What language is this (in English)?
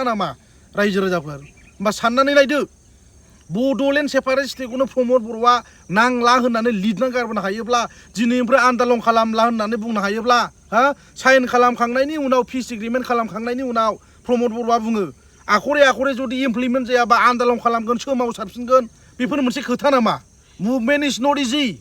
Bodo